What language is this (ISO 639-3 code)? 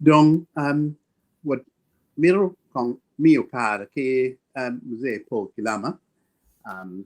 ach